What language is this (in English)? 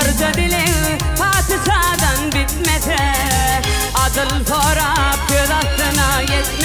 Turkmen